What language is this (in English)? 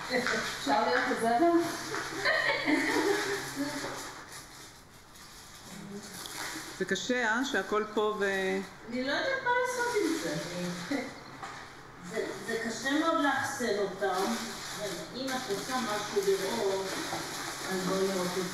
Hebrew